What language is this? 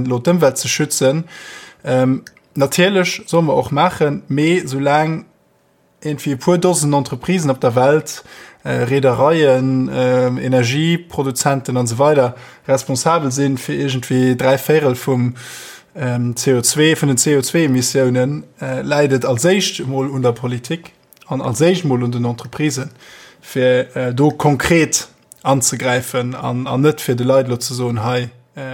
Luxembourgish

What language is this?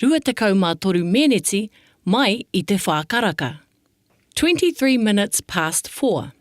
Māori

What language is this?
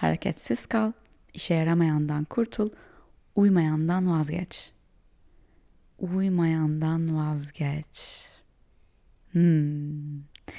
Turkish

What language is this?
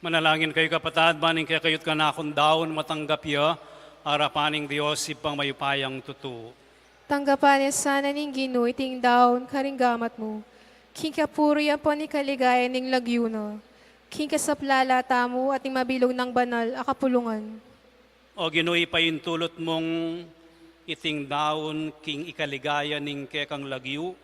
Pampanga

